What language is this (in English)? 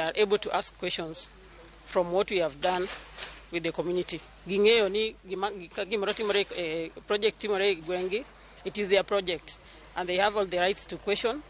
Luo (Kenya and Tanzania)